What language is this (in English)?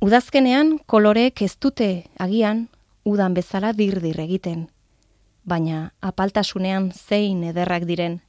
Basque